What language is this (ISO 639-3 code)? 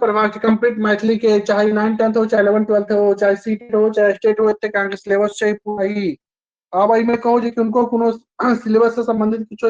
mai